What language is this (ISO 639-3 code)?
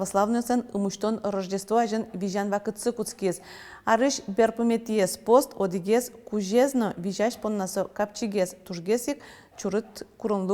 udm